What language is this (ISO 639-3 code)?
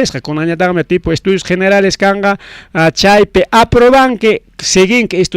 quy